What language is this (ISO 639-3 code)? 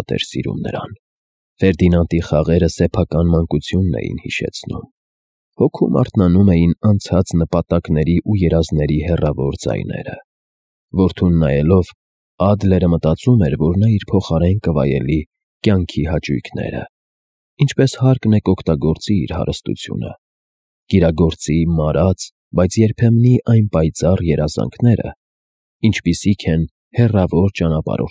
hye